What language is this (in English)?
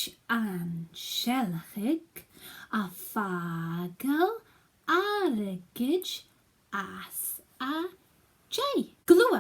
Scottish Gaelic